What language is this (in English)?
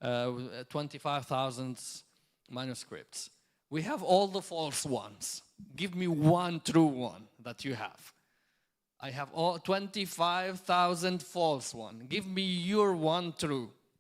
English